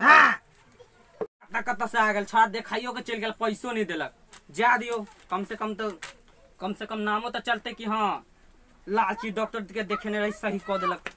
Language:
Maithili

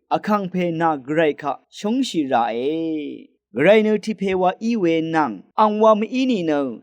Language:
Rawang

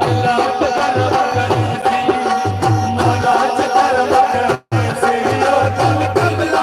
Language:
Saraiki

